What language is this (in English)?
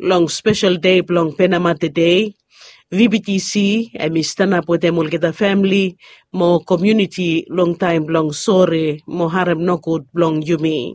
Bislama